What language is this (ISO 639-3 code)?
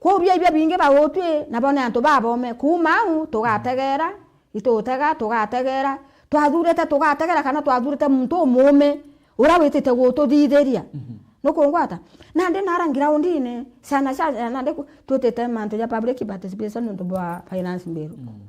mer